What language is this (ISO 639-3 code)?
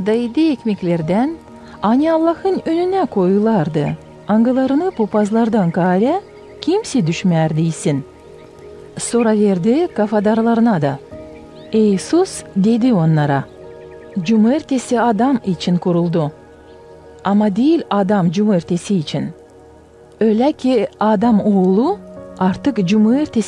gag